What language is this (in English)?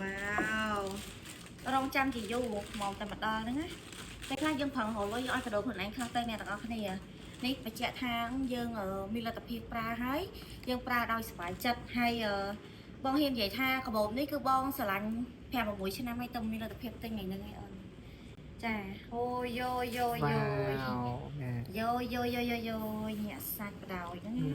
Khmer